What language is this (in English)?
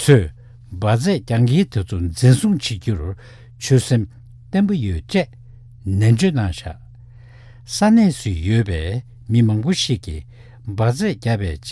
Tibetan